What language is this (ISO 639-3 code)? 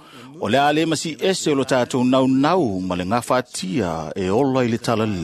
smo